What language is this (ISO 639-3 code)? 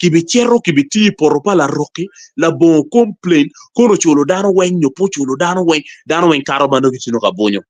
ach